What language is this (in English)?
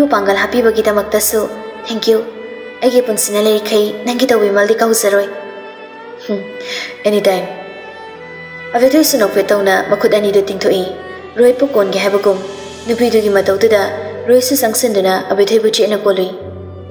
Manipuri